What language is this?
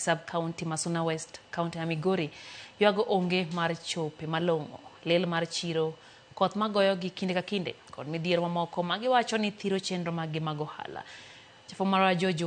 Luo (Kenya and Tanzania)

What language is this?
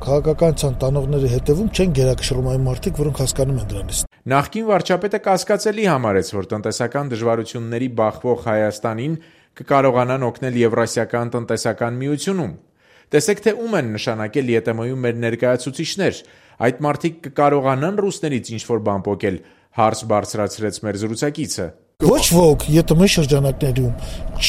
Armenian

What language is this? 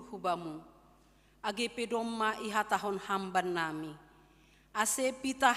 Batak Simalungun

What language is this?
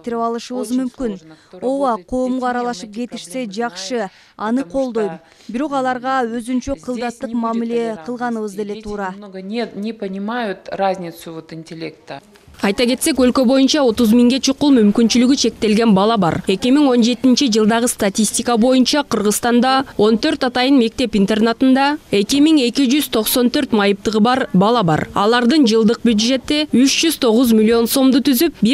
Kyrgyz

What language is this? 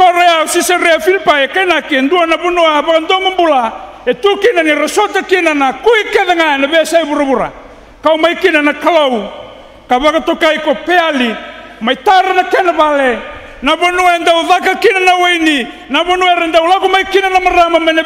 Fijian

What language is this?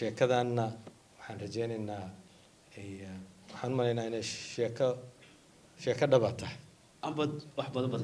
Somali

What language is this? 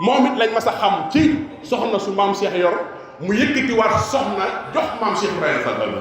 Wolof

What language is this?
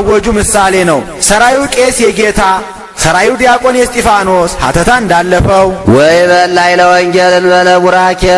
Amharic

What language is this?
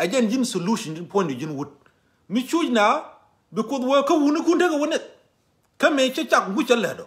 Nuer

